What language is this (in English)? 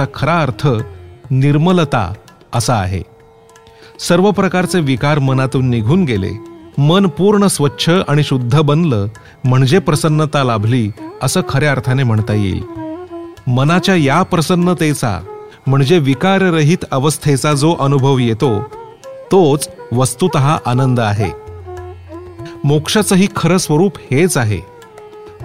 Marathi